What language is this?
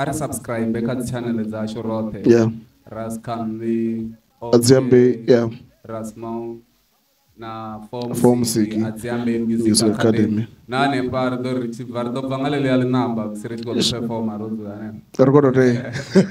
Venda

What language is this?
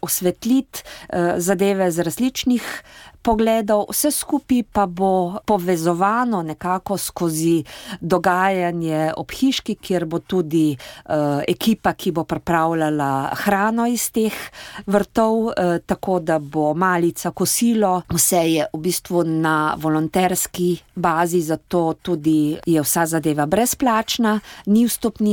Slovenian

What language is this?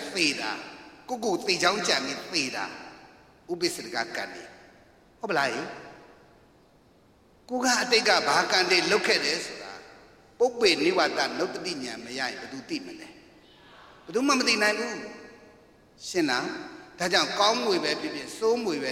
Burmese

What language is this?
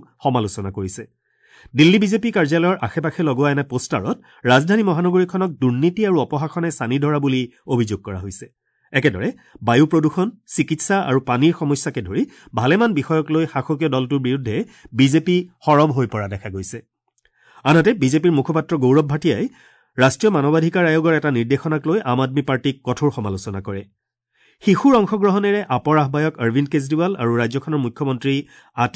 Assamese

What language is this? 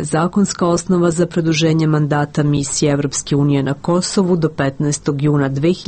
Serbian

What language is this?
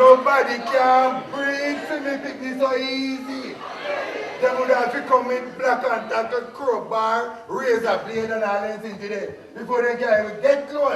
Jamaican Creole English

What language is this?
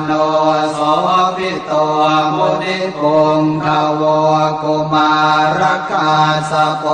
Pali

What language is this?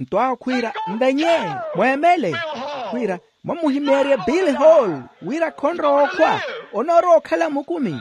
Makhuwa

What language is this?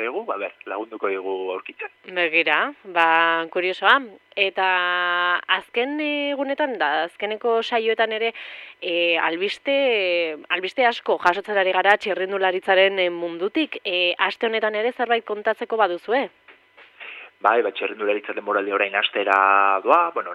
Basque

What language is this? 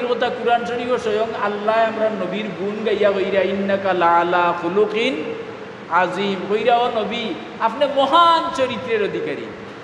Sylheti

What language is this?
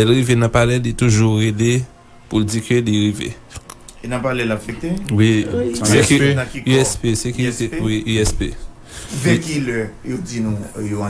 Haitian Creole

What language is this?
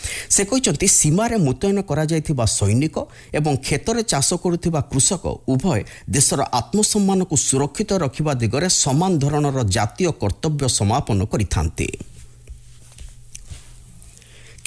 Odia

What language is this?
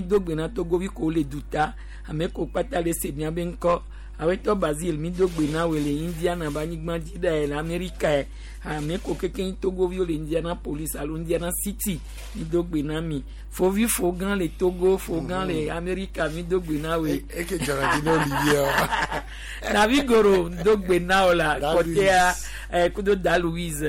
Gen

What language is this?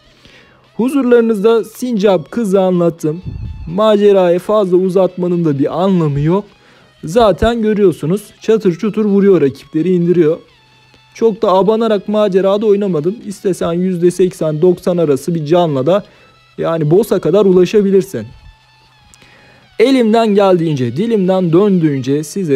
Turkish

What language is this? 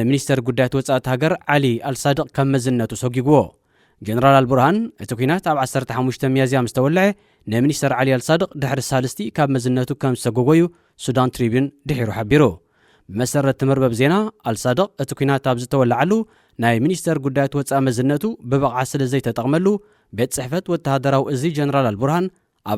Tigrinya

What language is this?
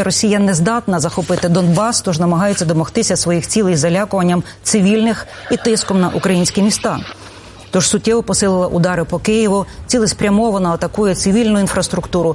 Ukrainian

